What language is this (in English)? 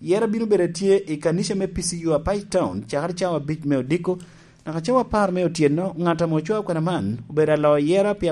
Lango (Uganda)